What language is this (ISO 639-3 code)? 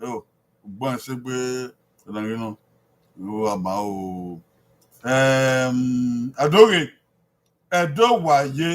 bin